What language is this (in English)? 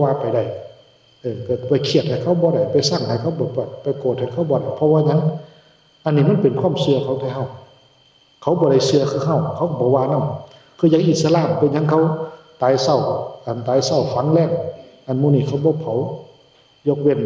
Northeastern Thai